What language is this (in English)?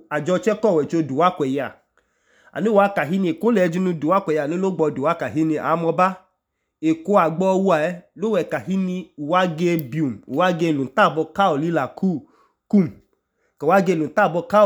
Idoma